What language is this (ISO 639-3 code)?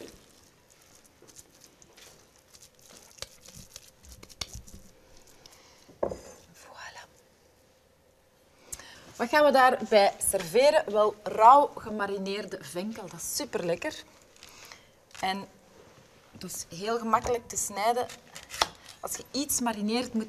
nld